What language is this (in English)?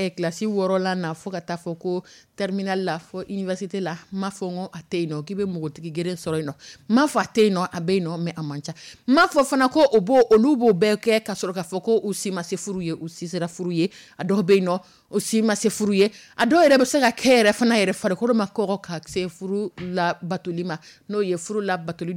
Dyula